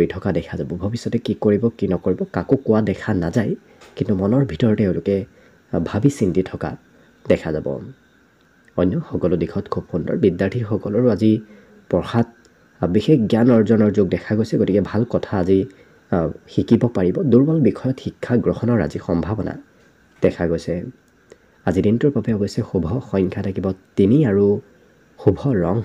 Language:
Assamese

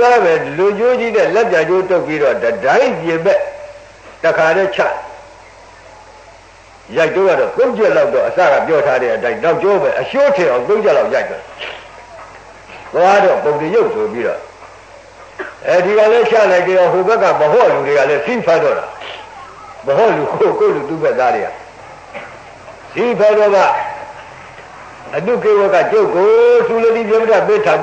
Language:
Burmese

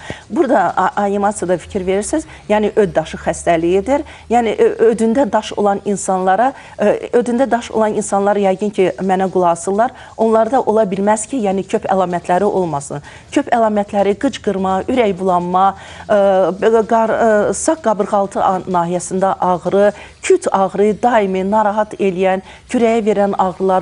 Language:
Azerbaijani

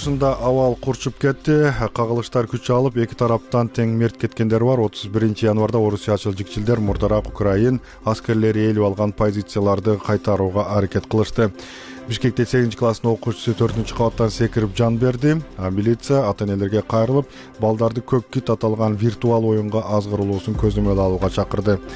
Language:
Kyrgyz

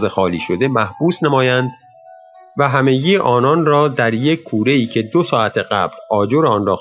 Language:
Persian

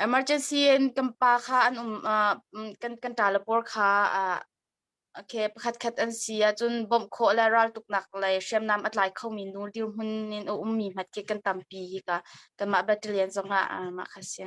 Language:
Hakha Chin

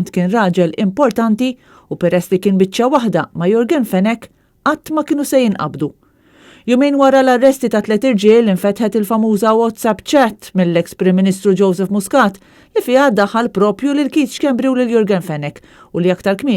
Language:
Maltese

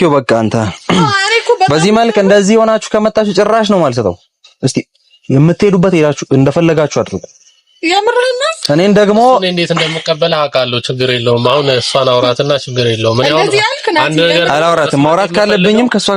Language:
Amharic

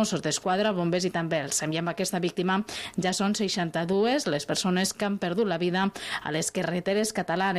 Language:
Catalan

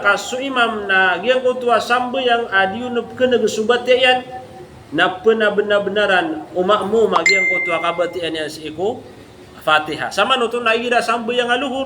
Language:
Maranao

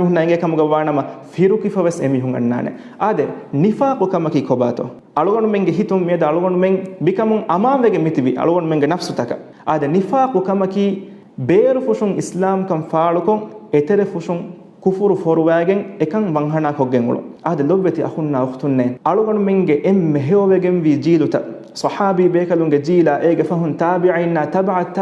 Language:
Divehi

